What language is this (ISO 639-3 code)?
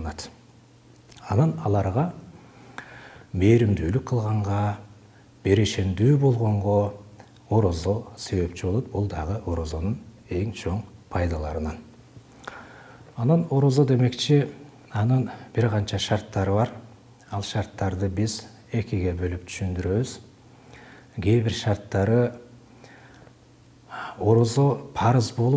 kir